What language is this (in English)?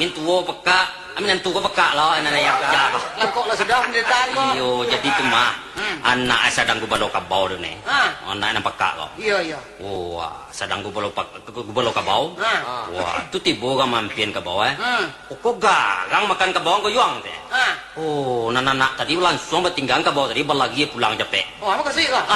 Minangkabau